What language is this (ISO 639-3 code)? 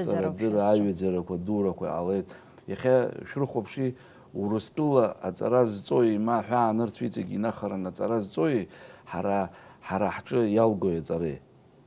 abk